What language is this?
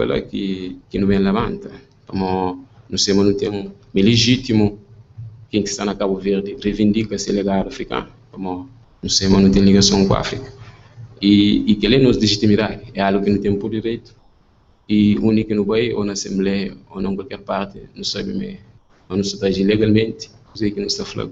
Kabuverdianu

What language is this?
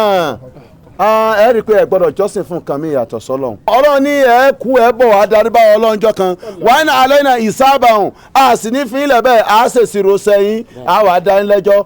Yoruba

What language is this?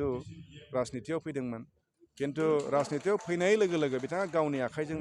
Bodo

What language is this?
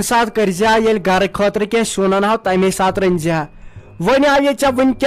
Kashmiri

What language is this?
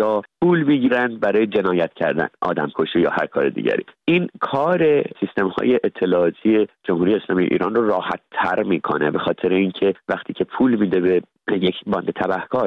Persian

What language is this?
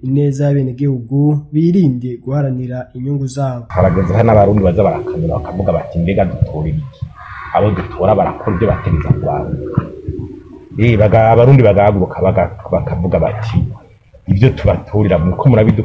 Rundi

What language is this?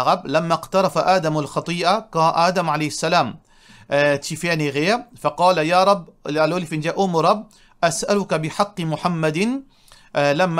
Morisyen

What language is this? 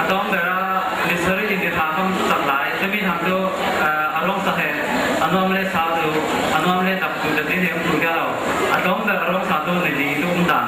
Falam Chin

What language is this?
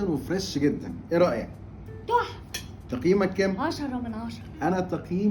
Egyptian Arabic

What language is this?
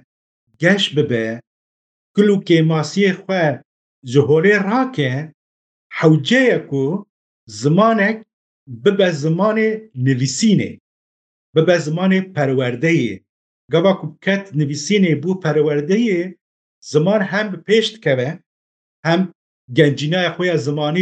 Kurdish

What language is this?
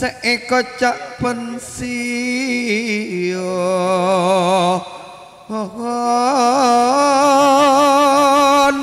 Madurese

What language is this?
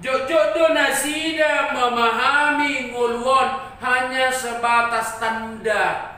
Batak Toba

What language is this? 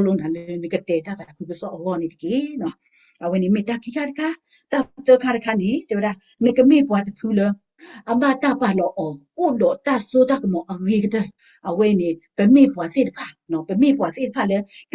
S'gaw Karen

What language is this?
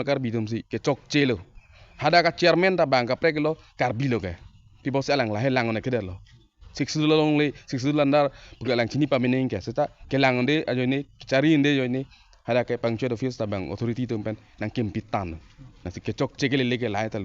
Karbi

